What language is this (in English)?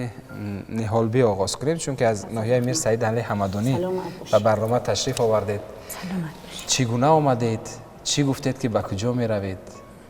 Tajik